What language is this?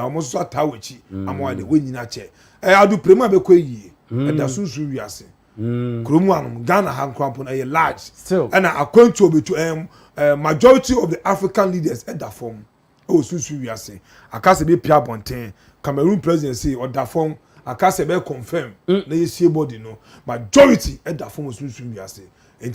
Akan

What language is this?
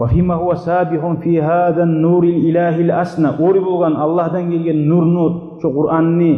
Kumyk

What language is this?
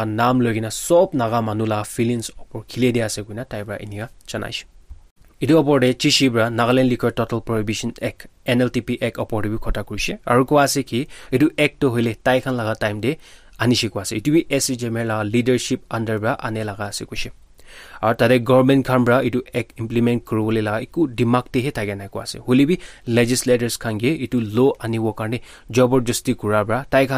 Naga Pidgin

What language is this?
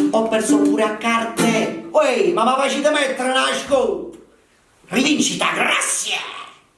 Neapolitan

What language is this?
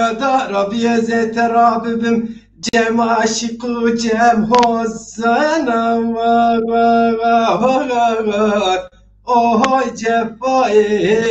Zaza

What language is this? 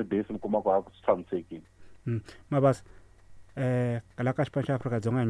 Tsonga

